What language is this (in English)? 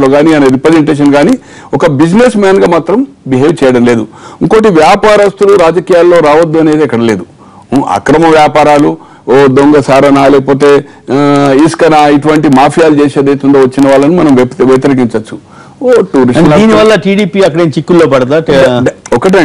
Telugu